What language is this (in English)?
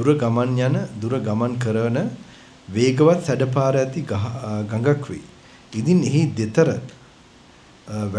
Sinhala